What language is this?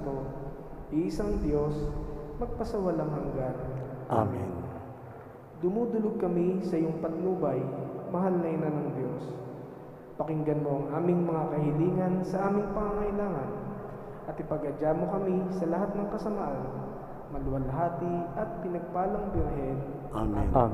Filipino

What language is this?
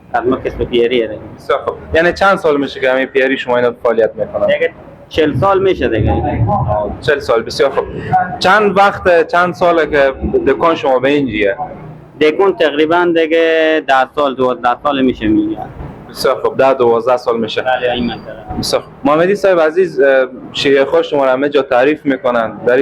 Persian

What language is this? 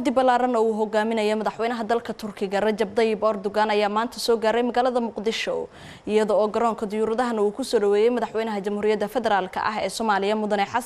Somali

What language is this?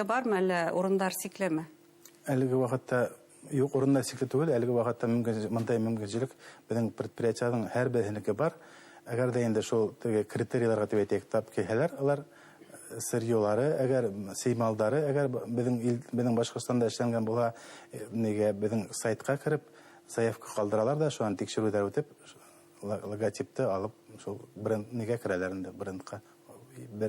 Bashkir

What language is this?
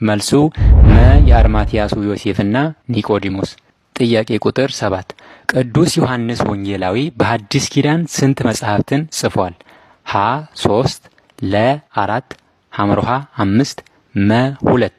Amharic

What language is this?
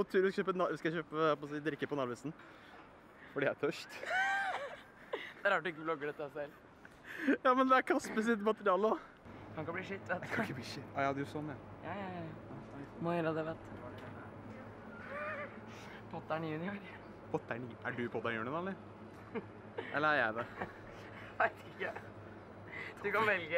Norwegian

